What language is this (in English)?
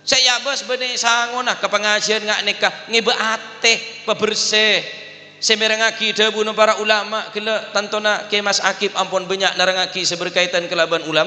Madurese